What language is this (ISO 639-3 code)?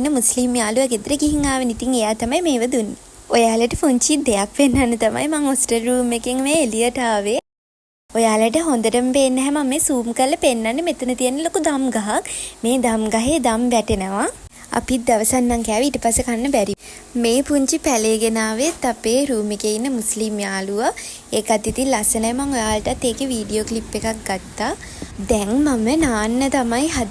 sin